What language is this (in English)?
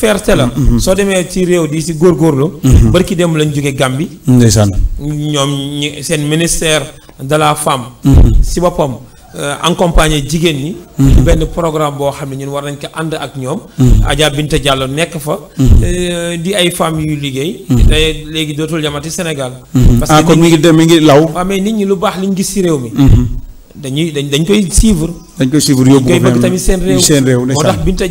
Wolof